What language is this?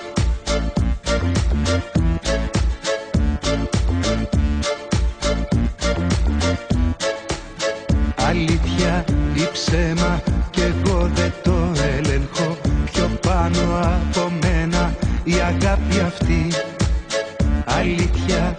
Greek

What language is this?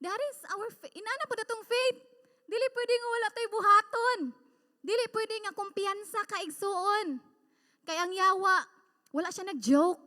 Cebuano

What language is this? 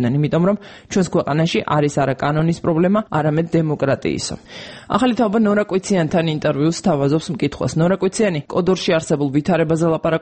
Georgian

